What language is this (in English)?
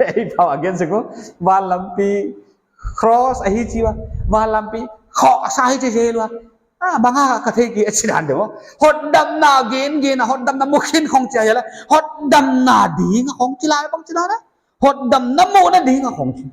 Paite Chin